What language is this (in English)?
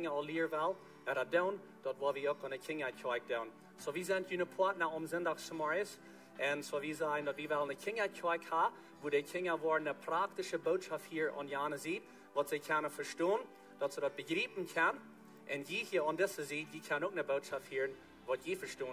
Plautdietsch